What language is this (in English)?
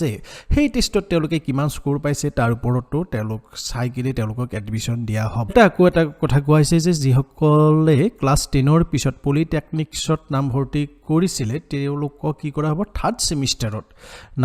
Assamese